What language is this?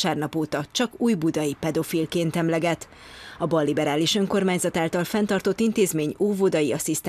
Hungarian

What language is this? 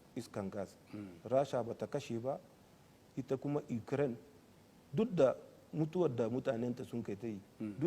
Hausa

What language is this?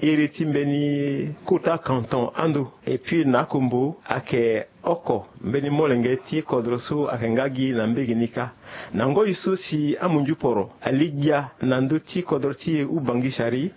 Sango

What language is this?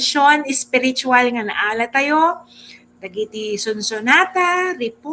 Iloko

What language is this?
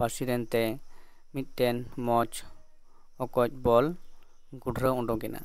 Santali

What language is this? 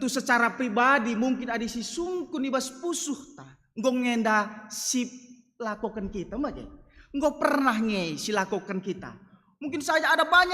Batak Karo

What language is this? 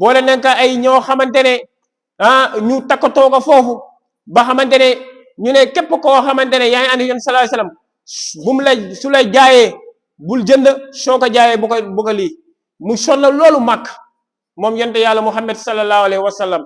Wolof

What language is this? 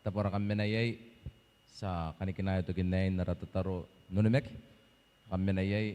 Gilbertese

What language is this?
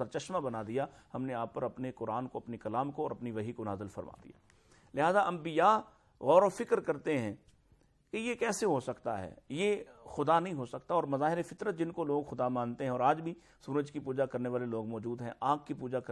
Urdu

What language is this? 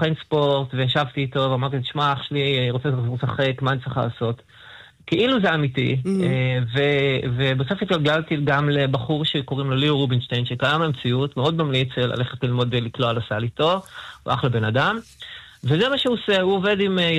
Hebrew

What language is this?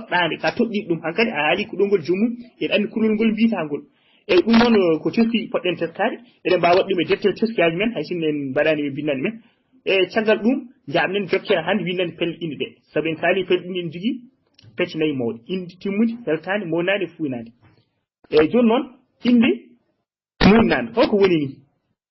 Fula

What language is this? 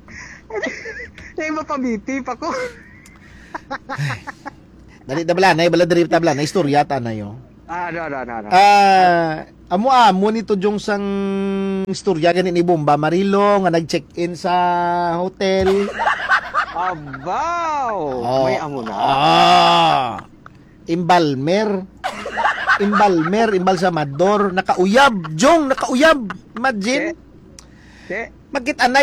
Hiligaynon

